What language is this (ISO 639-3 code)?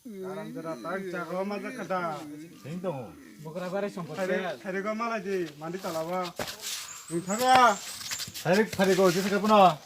trp